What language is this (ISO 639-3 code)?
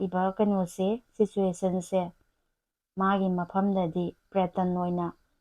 mni